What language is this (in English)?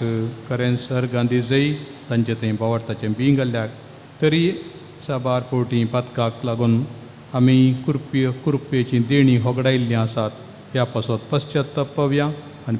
Konkani